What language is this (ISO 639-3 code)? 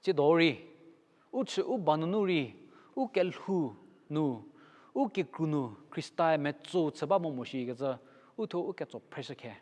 njm